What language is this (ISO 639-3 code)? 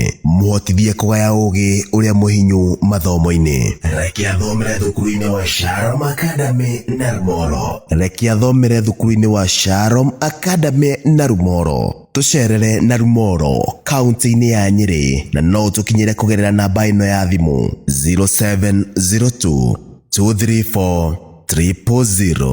kik